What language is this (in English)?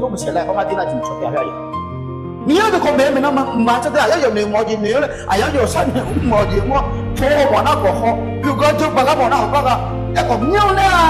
Akha